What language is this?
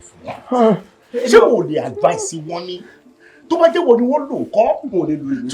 Yoruba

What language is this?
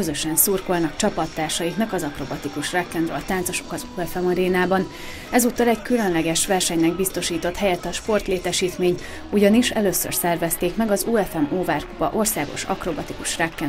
Hungarian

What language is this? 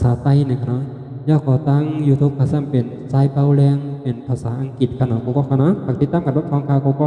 Shan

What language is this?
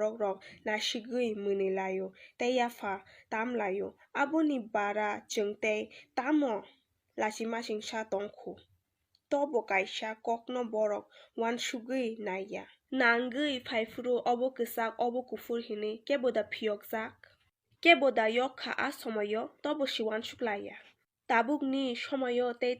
Kok Borok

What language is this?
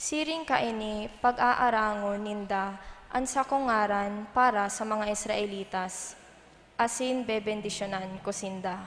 Bikol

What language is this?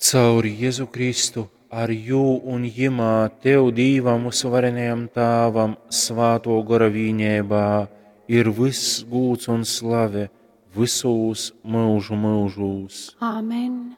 Latgalian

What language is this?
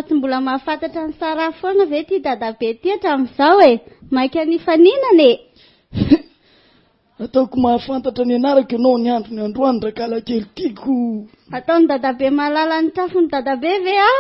Malagasy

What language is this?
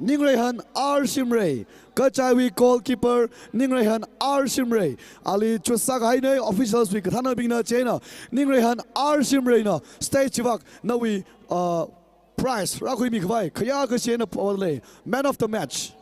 Tangkhul Naga (India)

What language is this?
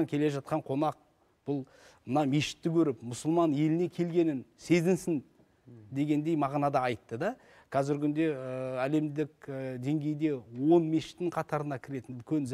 Kazakh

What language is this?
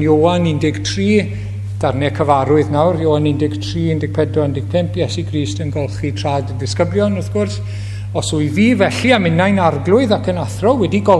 Welsh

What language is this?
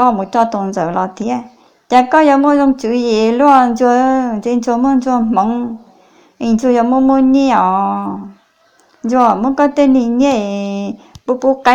Hmong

